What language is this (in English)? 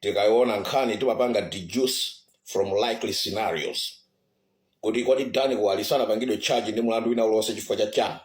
Nyanja